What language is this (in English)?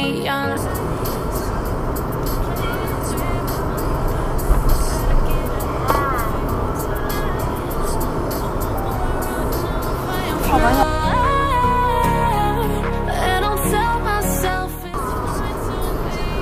Malay